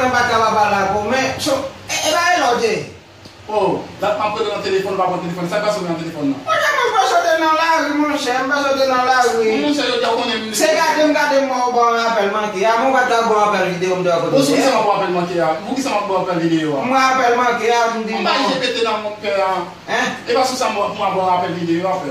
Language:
Haitian Creole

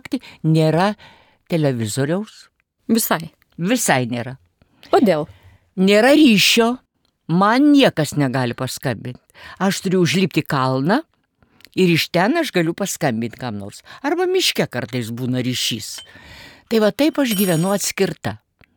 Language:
Lithuanian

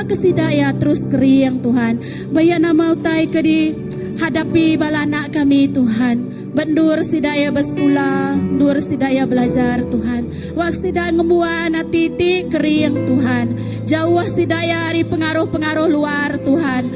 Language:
Iban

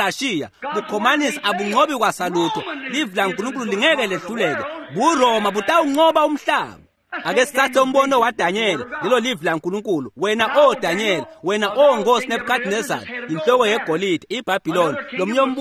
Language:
Swati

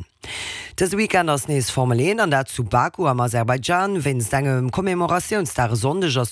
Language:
Luxembourgish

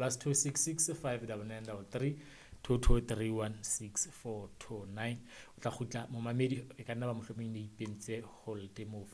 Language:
Southern Sotho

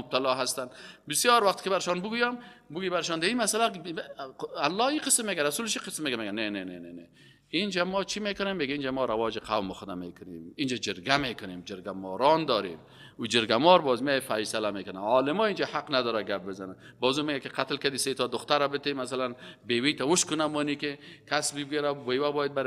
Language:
Persian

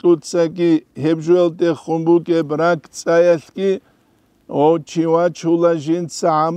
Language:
Avaric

